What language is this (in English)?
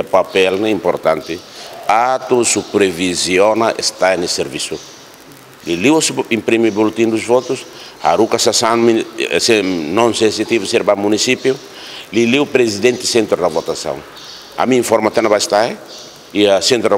Tetum